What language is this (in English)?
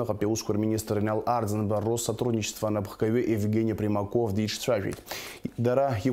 Abkhazian